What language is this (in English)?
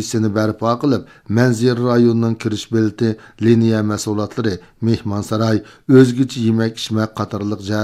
Uyghur